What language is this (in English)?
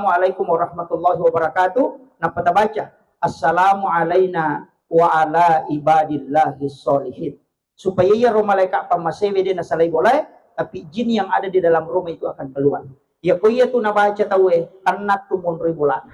Buginese